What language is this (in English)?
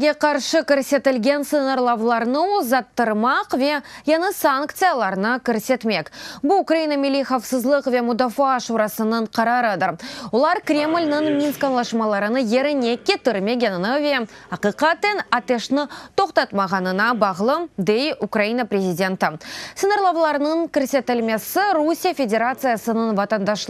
Crimean Tatar